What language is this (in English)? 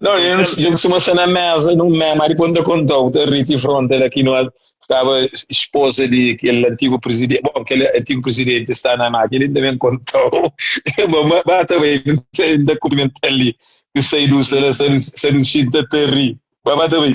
Kabuverdianu